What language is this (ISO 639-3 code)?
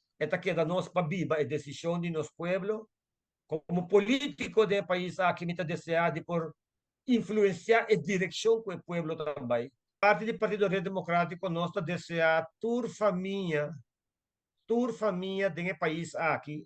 pap